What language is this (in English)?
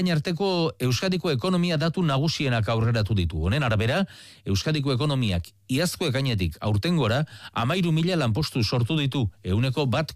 Basque